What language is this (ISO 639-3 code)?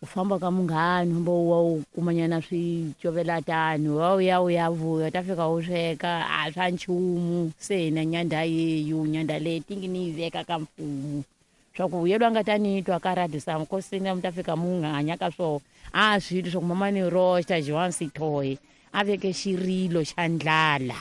tso